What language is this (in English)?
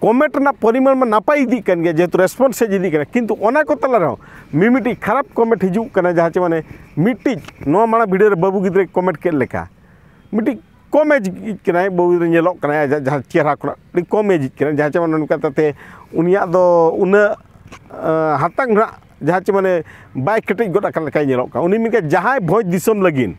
Santali